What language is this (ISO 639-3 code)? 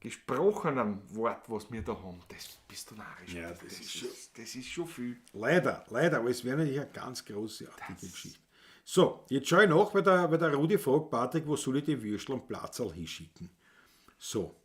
bar